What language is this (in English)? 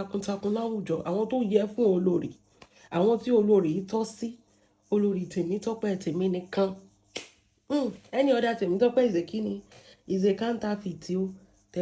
Yoruba